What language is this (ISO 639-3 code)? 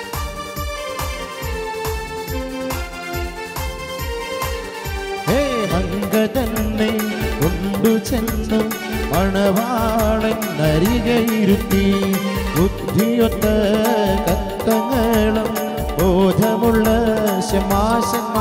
mal